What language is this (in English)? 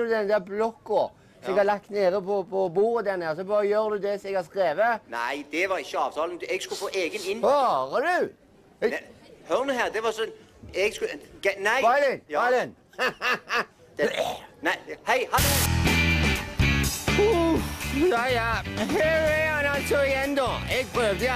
Norwegian